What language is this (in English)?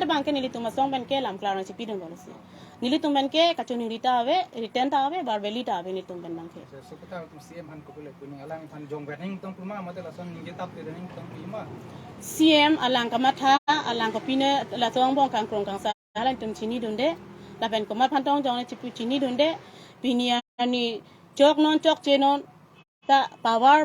Karbi